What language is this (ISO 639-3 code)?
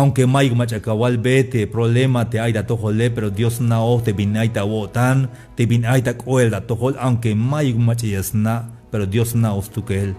tzh